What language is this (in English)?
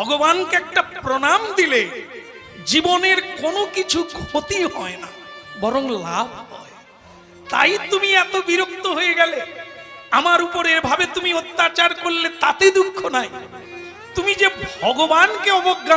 Bangla